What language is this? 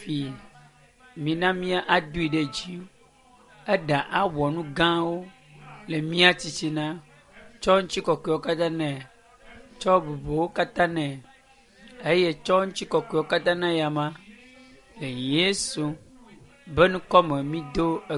Ewe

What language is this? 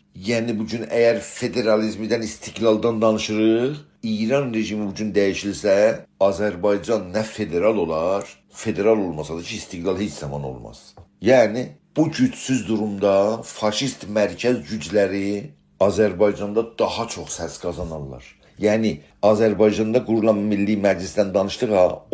South Azerbaijani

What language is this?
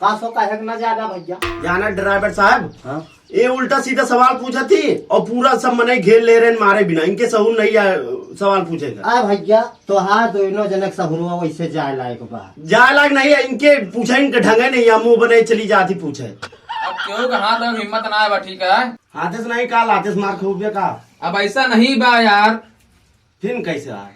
Awadhi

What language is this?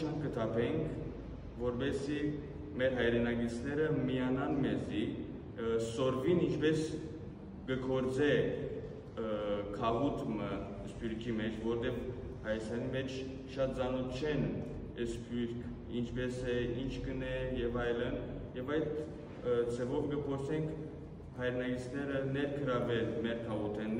Western Armenian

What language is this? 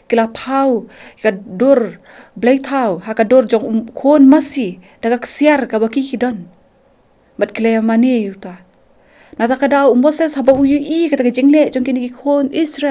Khasi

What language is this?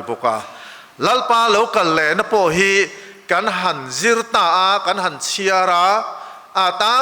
Mizo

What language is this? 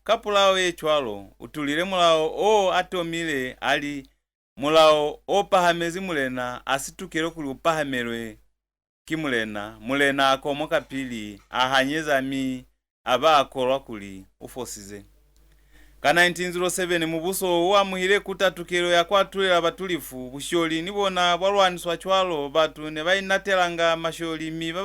Lozi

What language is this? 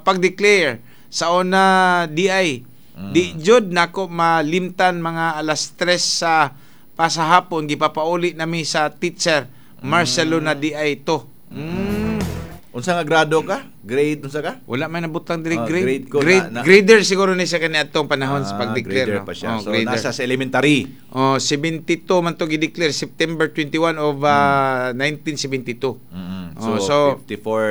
Cebuano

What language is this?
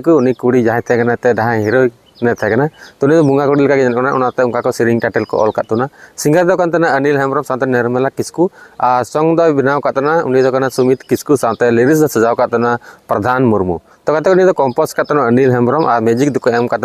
Santali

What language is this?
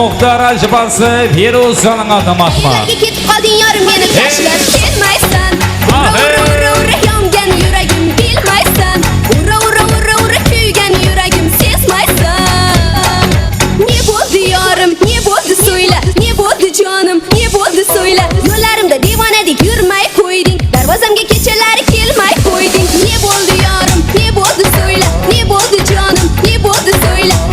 Kara-Kalpak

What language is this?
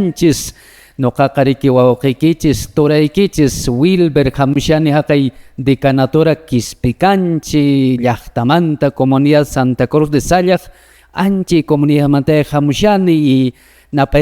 Quechua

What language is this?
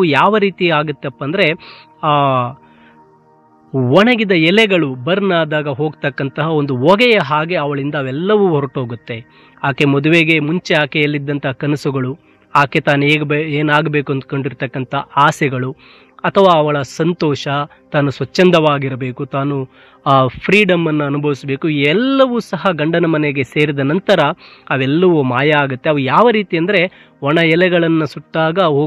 Kannada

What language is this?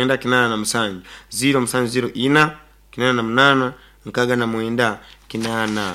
Nyoro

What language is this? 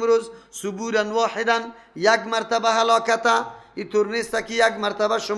Persian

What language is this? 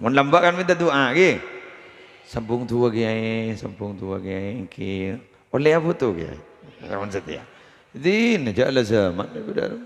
Madurese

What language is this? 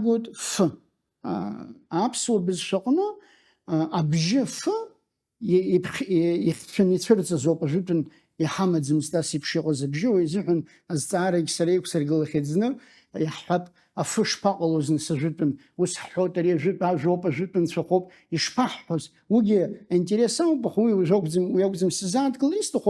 Abkhazian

